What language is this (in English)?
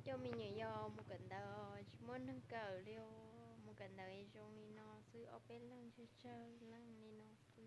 Hmong